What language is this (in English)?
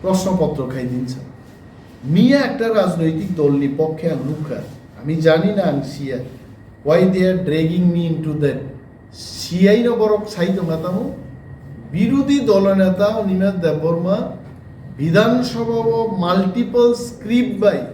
Kok Borok